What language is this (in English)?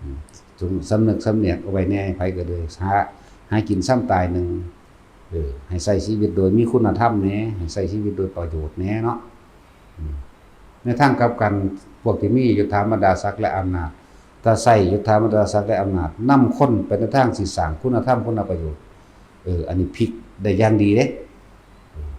Northeastern Thai